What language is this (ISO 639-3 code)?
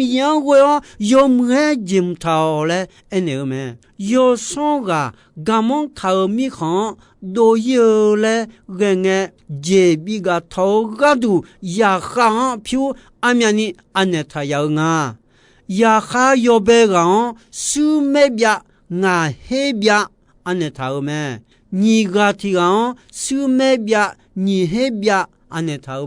ahk